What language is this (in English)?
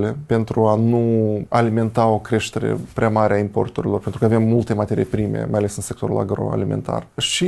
Romanian